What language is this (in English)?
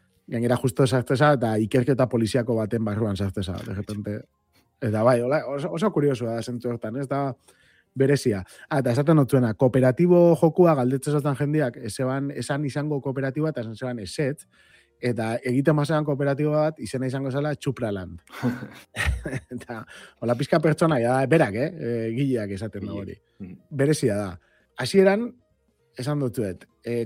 Basque